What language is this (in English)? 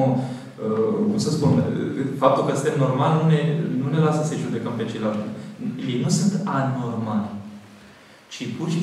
Romanian